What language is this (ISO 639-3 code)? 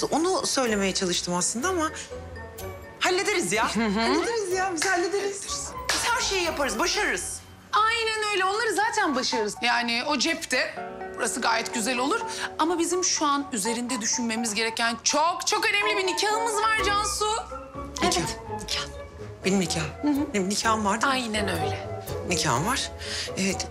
tur